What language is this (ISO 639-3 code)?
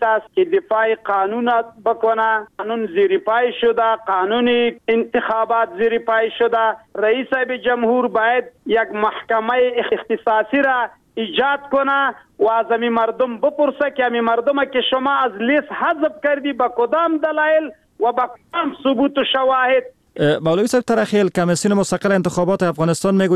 fas